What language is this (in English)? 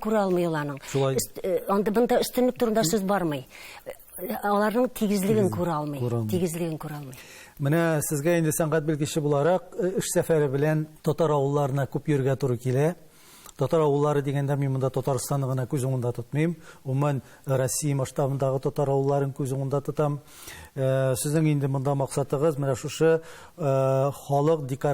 Tatar